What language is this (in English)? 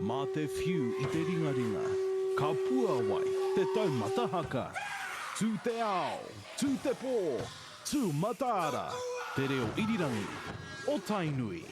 Māori